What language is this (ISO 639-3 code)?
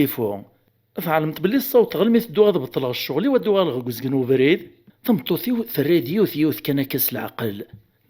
kab